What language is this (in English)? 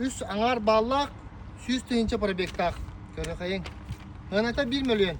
Yakut